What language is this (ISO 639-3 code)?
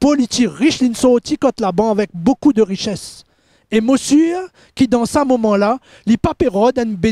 mfe